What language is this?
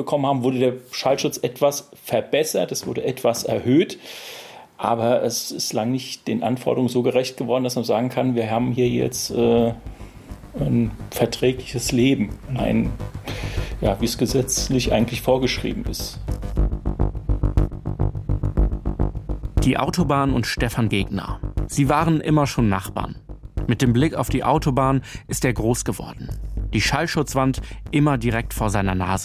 German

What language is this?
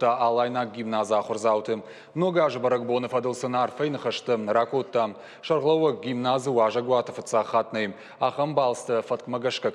Ossetic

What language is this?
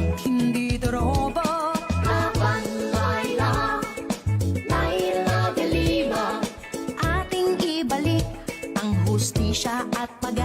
Bikol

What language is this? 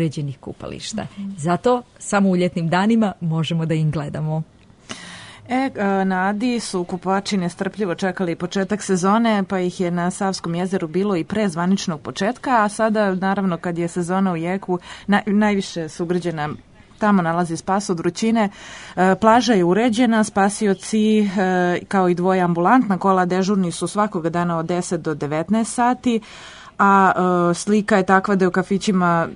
Serbian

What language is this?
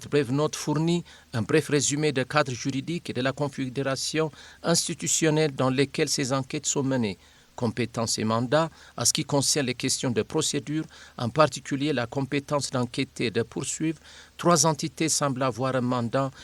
French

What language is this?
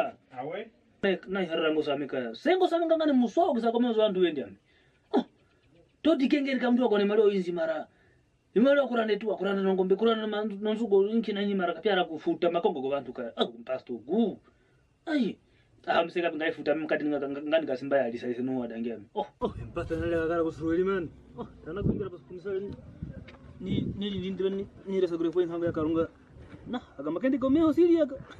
Kwangali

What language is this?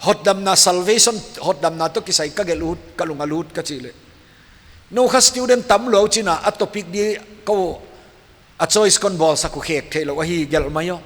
Paite Chin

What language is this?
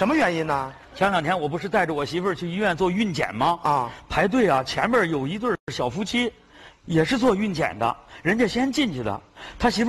Chinese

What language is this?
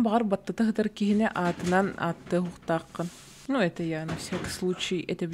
Yakut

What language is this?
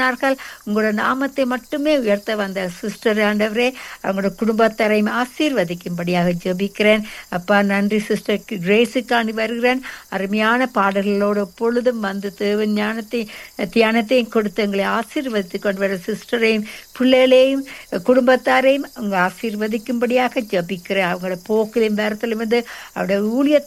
Tamil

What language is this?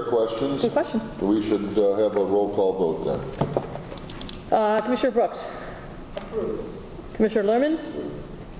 English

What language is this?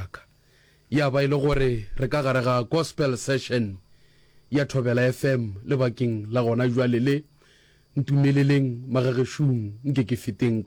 Northern Sotho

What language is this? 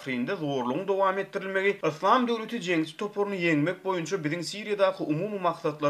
Turkmen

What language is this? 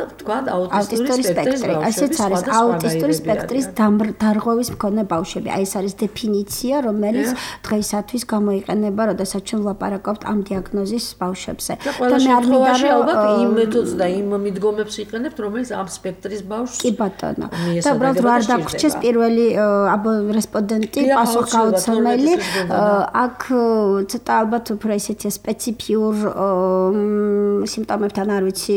Georgian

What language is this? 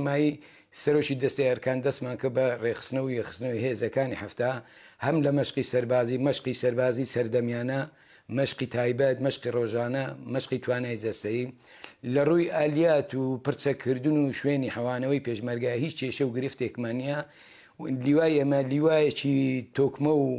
Central Kurdish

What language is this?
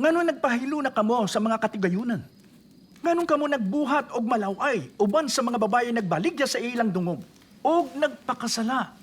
Cebuano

